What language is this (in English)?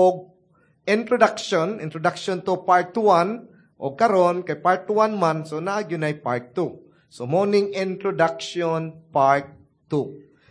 Cebuano